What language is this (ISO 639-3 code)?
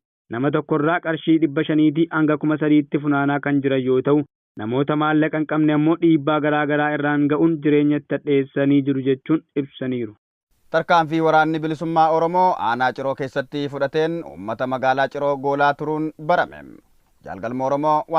orm